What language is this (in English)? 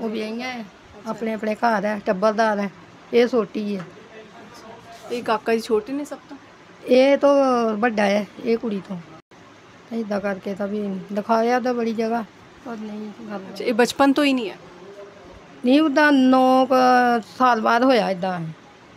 Punjabi